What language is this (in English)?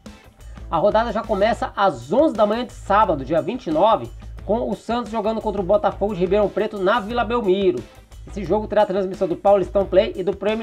Portuguese